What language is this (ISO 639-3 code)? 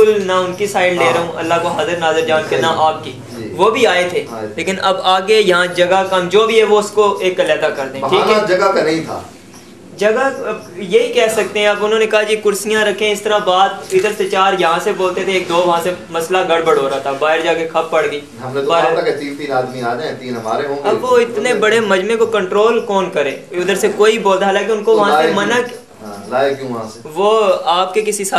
urd